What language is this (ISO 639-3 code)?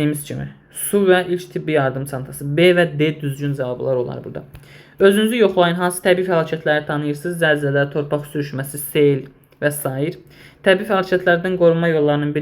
aze